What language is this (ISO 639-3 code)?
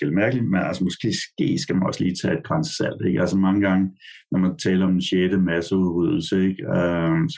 dan